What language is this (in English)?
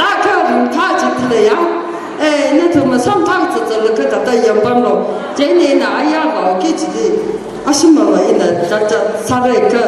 Tangkhul Naga (India)